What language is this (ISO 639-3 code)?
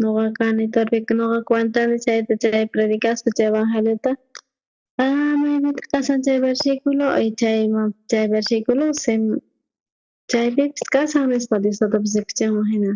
quh